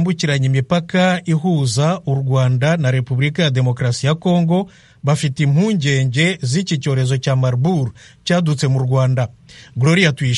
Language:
Kinyarwanda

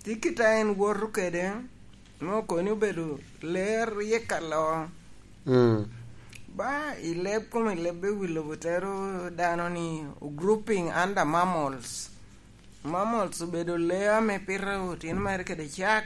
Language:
Lango (Uganda)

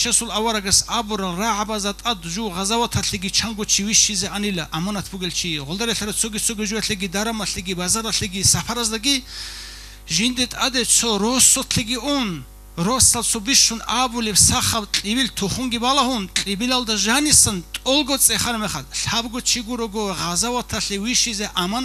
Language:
Avaric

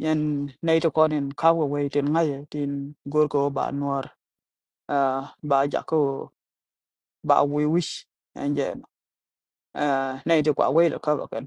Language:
Nuer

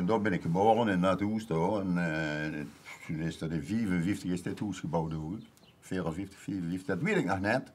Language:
Limburgish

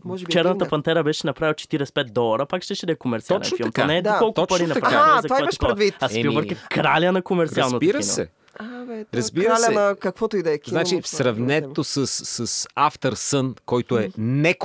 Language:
Bulgarian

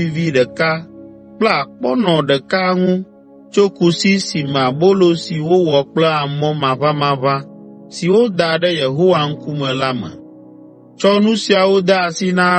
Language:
Ewe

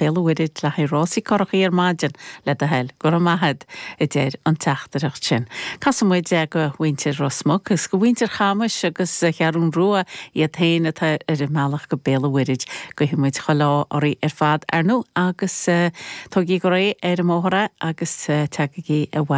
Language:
Irish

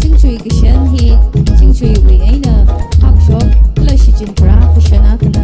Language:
Tangkhul Naga (India)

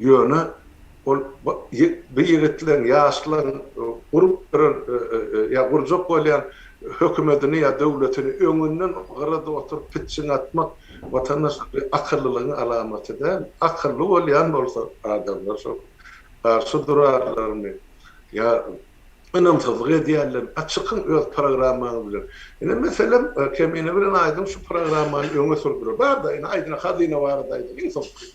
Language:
Turkmen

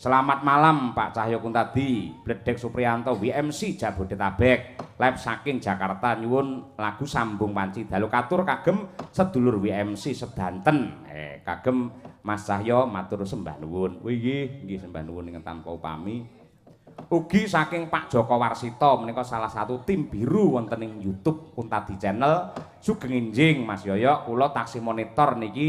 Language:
Javanese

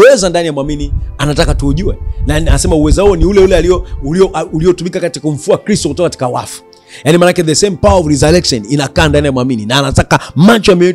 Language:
Swahili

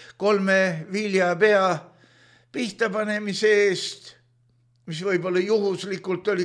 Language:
Estonian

